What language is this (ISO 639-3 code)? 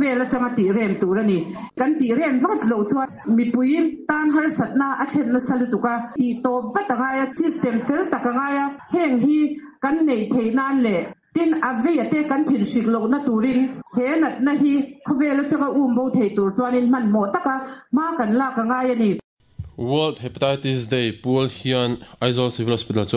lus